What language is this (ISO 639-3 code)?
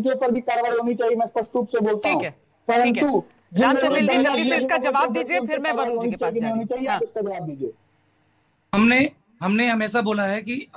hin